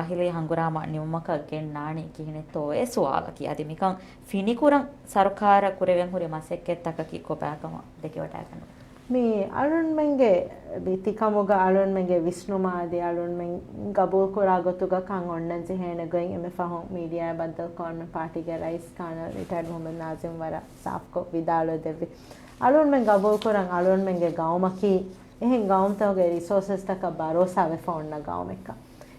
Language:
Divehi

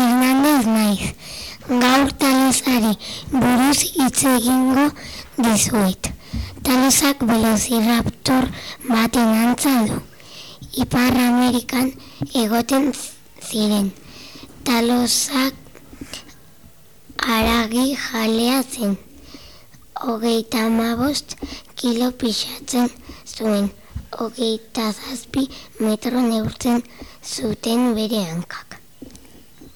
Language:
Basque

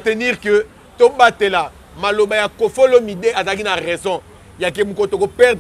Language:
Lingala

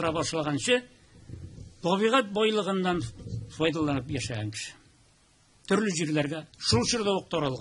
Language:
Tatar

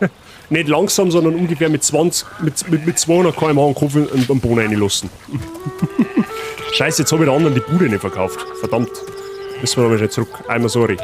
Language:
Bavarian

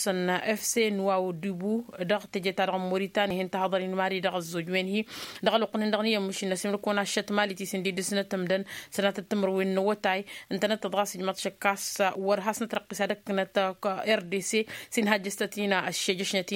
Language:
Tamasheq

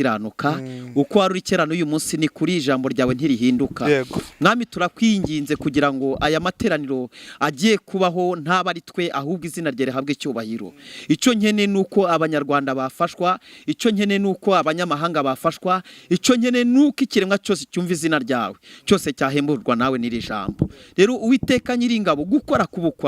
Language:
Kinyarwanda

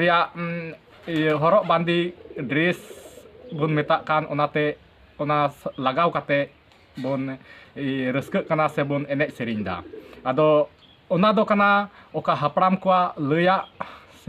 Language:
Santali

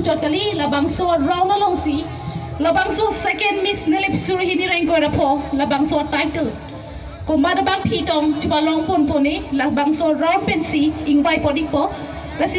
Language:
Karbi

